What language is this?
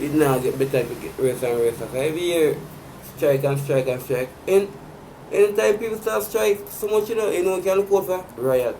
Jamaican Creole English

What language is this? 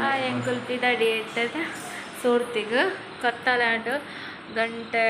Tulu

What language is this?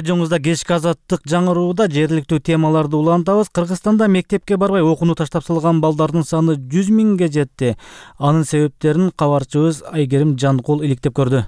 Kyrgyz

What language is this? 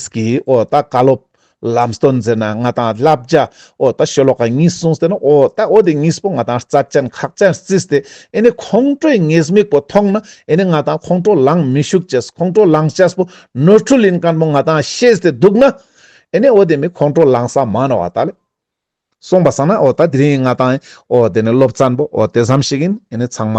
Ladakhi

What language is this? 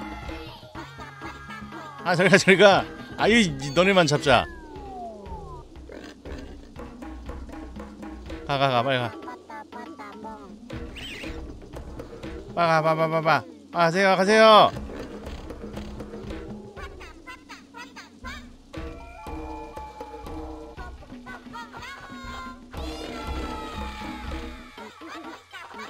Korean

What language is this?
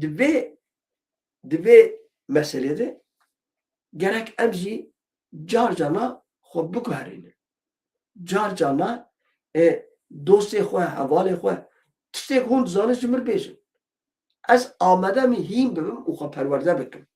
Kurdish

